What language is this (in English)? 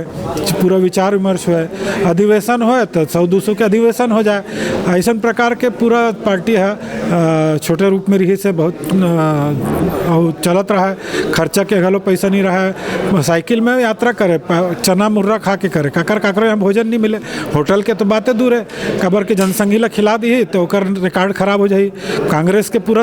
Chhattisgarhi